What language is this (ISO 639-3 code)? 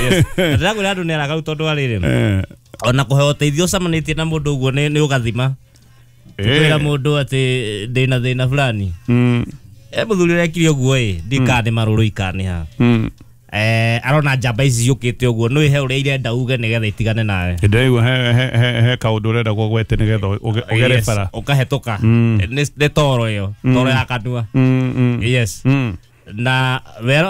kik